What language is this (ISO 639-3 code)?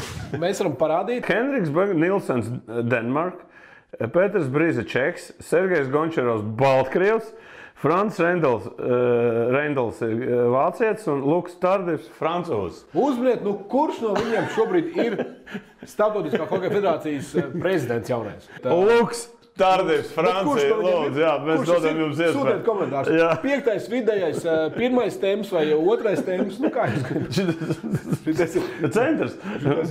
lav